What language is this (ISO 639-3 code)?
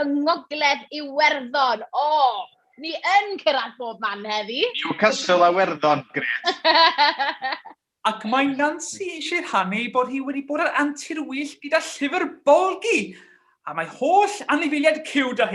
cym